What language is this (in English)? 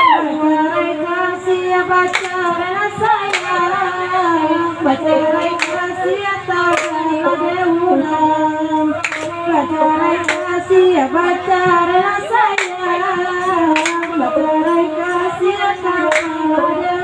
Minangkabau